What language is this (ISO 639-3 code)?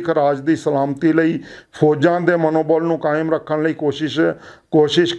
pan